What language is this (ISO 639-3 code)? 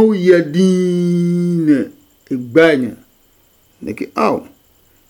ada